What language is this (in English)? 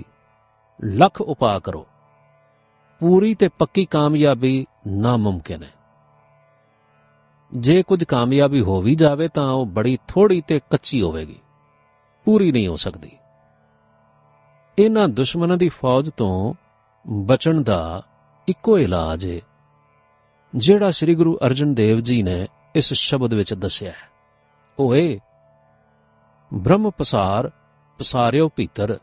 Punjabi